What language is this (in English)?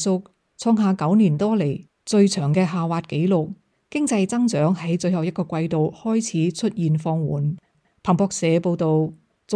Cantonese